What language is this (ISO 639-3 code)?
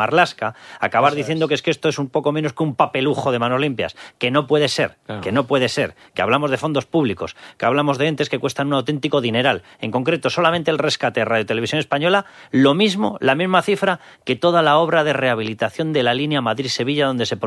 spa